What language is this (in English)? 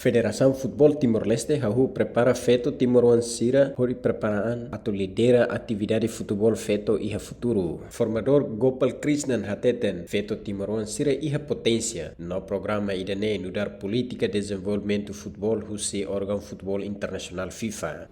Tetum